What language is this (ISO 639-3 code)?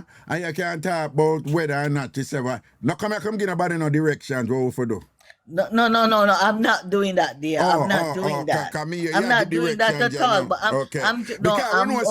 jam